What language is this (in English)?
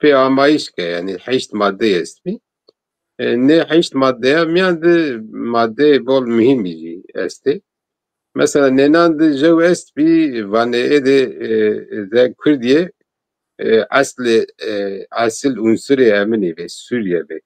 Zaza